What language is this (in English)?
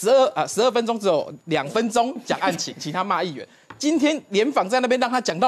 Chinese